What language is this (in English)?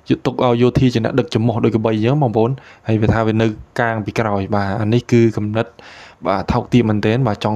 Khmer